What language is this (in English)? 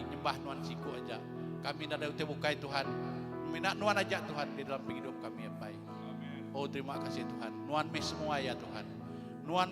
Iban